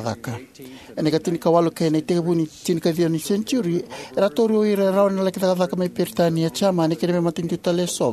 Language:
Fijian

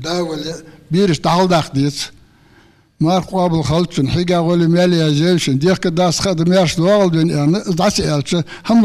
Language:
Ingush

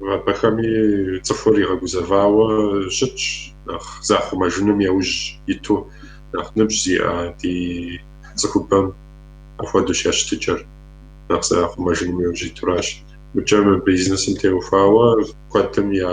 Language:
Kabardian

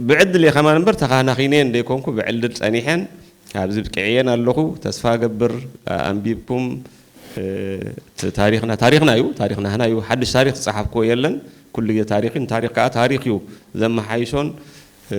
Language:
Tigrinya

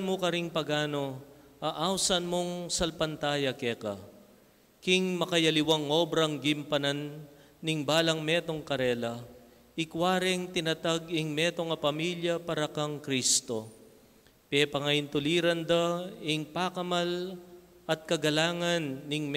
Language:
Pampanga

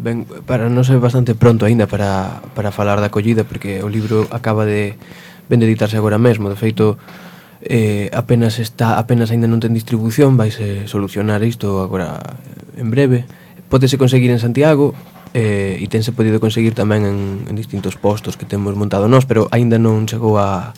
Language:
Galician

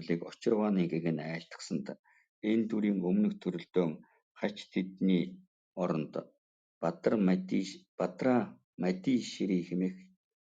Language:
Mongolian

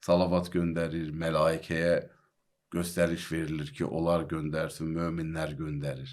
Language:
Azerbaijani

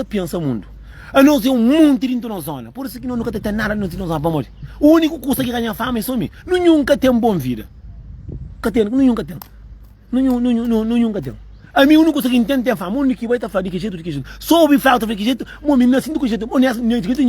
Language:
Kabuverdianu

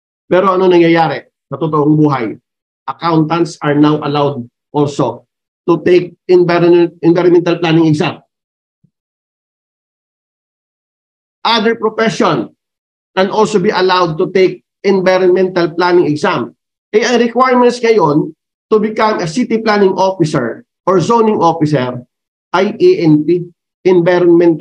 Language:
Filipino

